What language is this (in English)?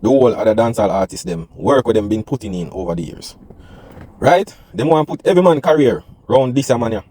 Jamaican Creole English